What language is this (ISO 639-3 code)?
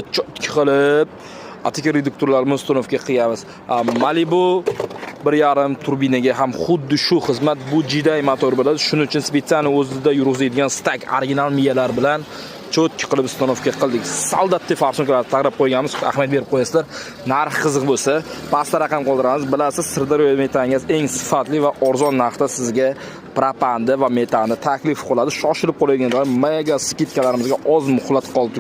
uzb